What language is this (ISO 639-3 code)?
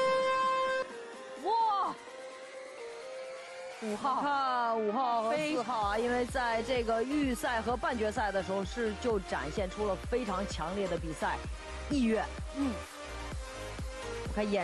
zho